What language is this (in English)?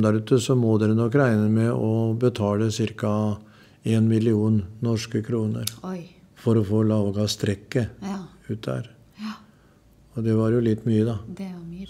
Norwegian